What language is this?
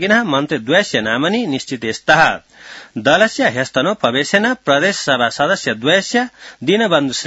Sanskrit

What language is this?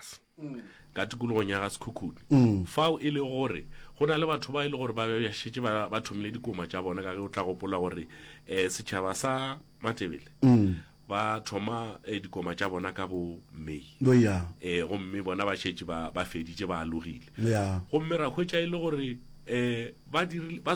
Northern Sotho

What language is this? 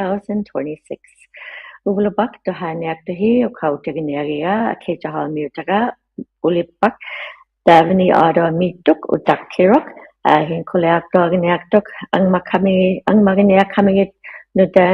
Inuktitut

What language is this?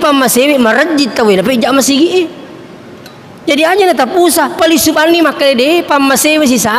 Buginese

